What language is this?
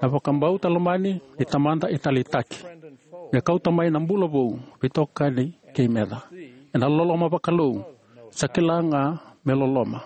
Fijian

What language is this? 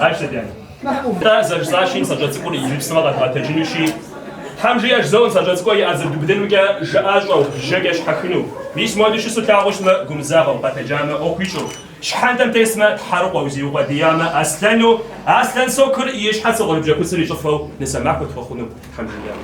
Kabardian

